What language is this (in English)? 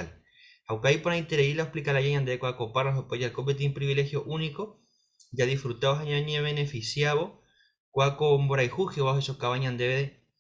Guarani